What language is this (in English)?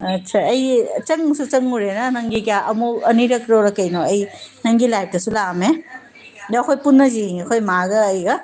Manipuri